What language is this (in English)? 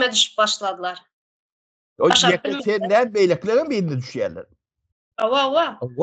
Turkmen